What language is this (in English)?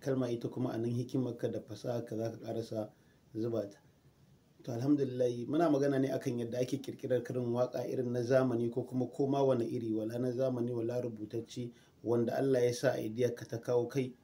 Hausa